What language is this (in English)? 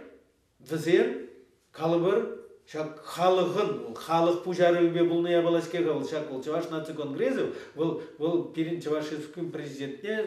Chuvash